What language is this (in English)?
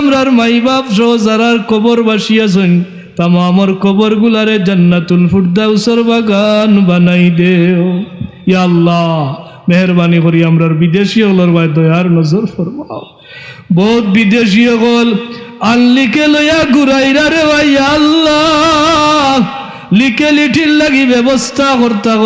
Sylheti